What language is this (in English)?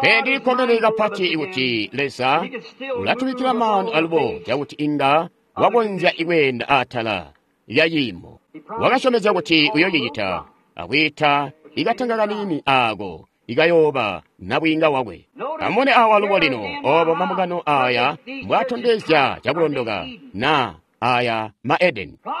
Tonga (Zambia)